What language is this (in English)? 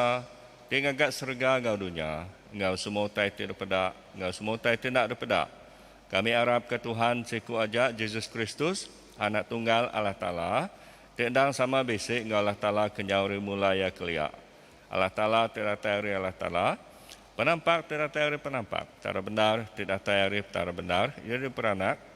Iban